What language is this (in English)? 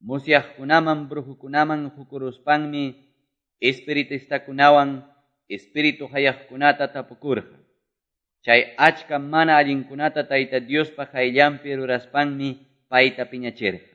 Quechua